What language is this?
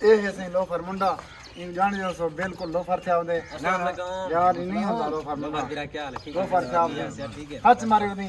Saraiki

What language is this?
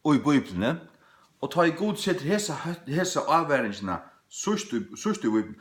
Faroese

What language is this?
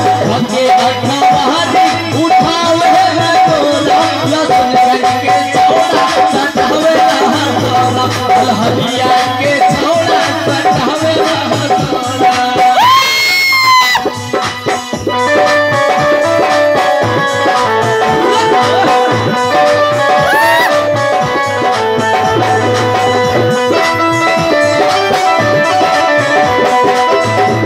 Bhojpuri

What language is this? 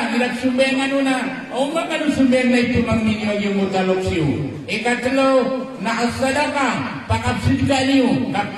Maranao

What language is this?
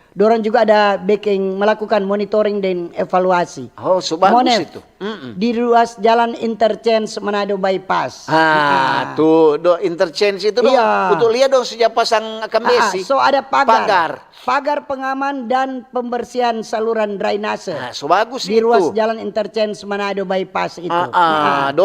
Manado Malay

